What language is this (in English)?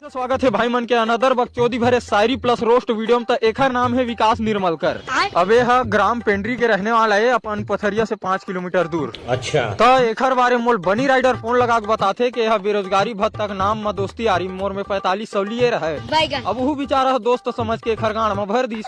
Chhattisgarhi